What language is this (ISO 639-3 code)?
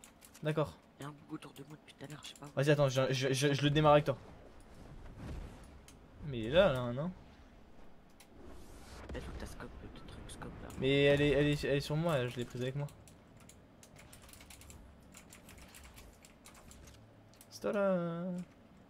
fra